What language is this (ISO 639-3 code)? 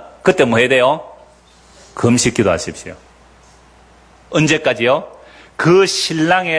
kor